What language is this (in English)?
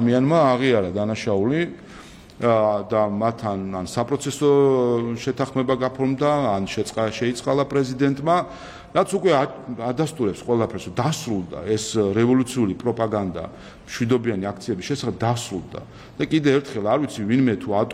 Georgian